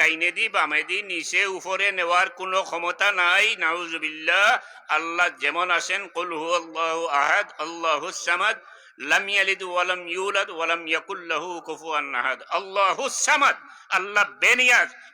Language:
Sylheti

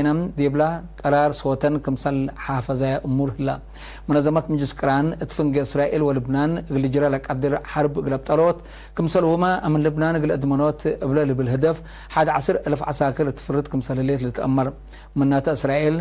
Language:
Tigre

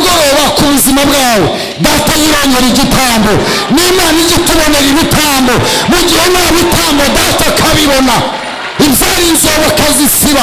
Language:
Kinyarwanda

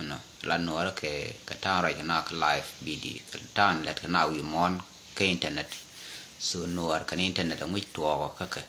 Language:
Nuer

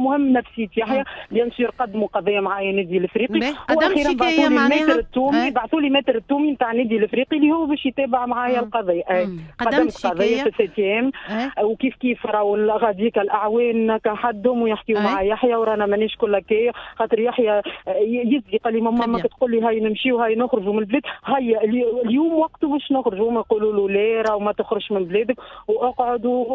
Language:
Tunisian Arabic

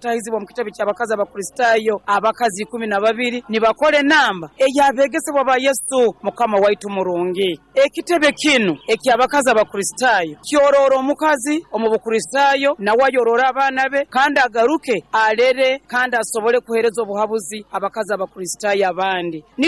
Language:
Nyankole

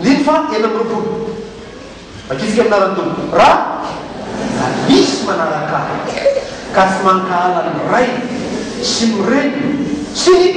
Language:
Malagasy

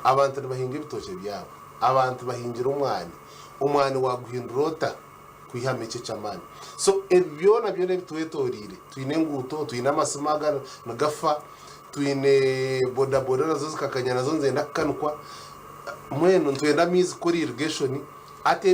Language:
Nyankole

